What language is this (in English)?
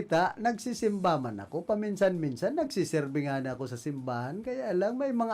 Bikol